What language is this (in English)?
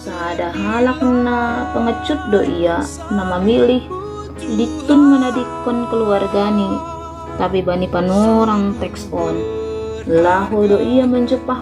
Batak Simalungun